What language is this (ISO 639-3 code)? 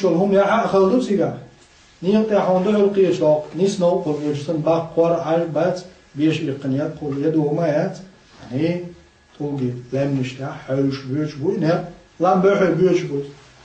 che